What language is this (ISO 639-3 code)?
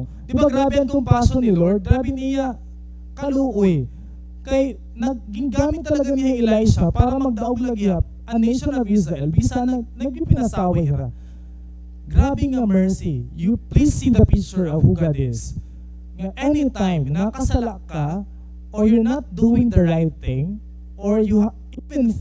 war